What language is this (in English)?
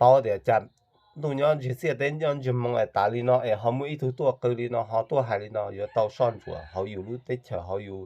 Hmong